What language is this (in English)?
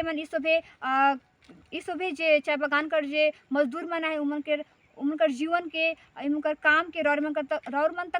Sadri